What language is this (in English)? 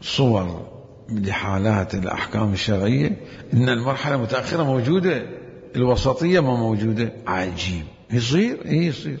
Mesopotamian Arabic